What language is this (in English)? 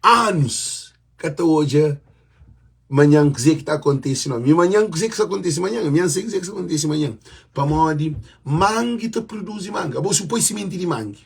Kabuverdianu